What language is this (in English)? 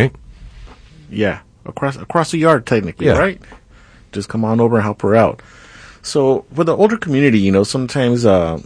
English